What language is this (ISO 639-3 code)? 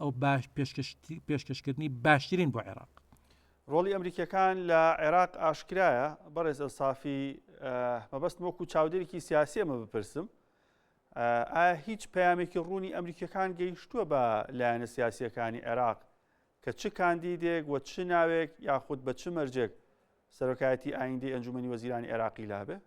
ckb